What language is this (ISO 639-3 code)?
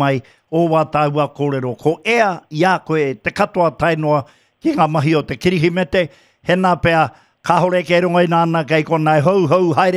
mri